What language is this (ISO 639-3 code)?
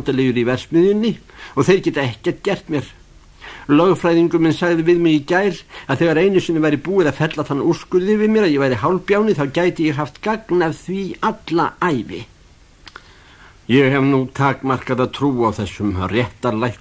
isl